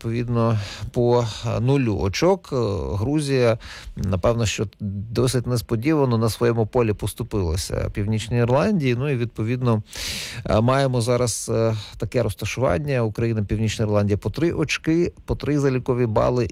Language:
Ukrainian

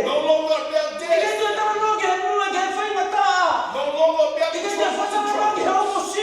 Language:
Tongan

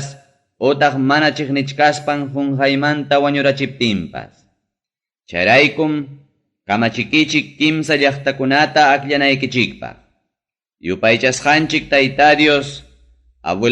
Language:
Ayacucho Quechua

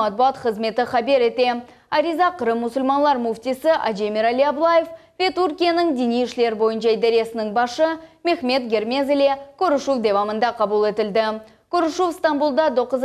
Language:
Crimean Tatar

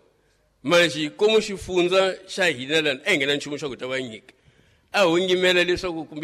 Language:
Tsonga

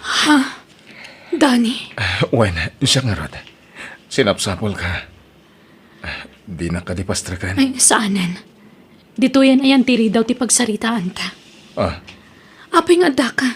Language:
Iloko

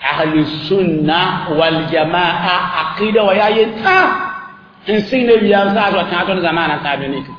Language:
Mossi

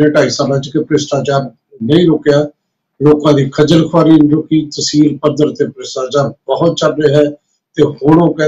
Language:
Punjabi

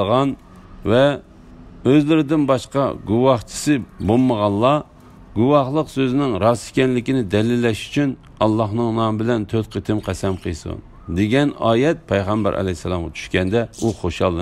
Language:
Uyghur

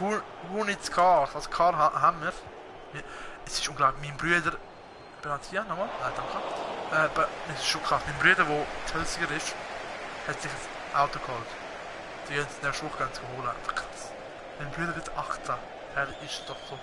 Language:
Swiss German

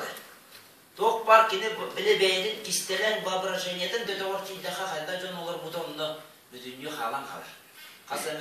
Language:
Yakut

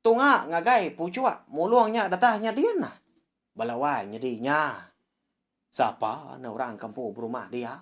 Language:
Iban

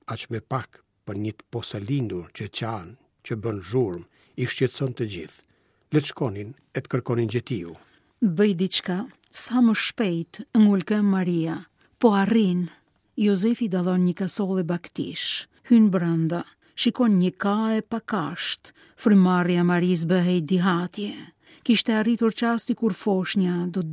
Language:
Albanian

